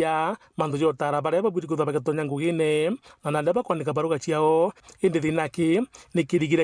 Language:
Meru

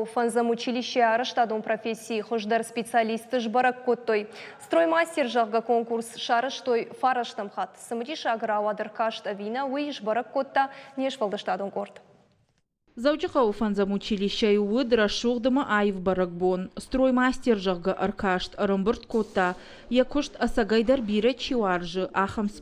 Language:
Ossetic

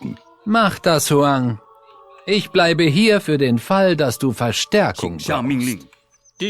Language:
Bavarian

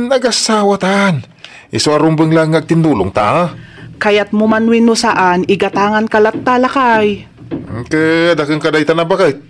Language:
Iloko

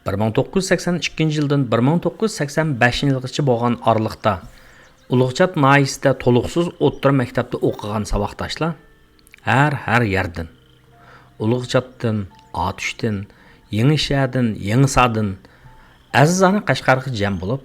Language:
Uyghur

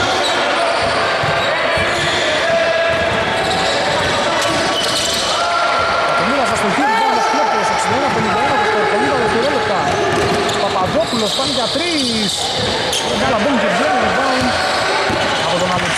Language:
Greek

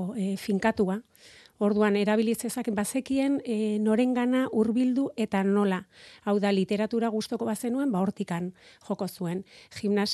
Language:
Basque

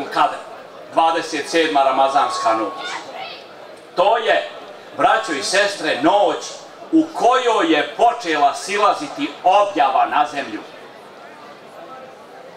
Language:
Bosnian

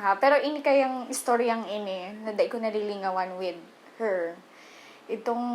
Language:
Bikol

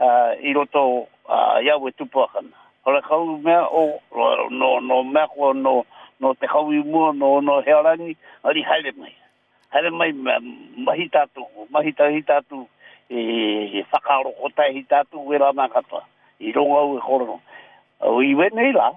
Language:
Māori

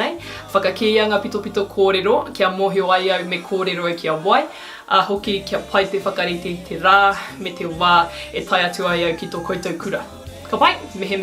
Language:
Māori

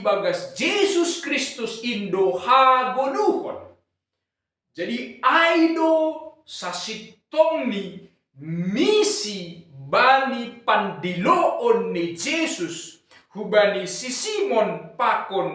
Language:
Batak Simalungun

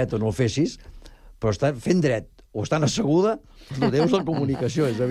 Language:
Catalan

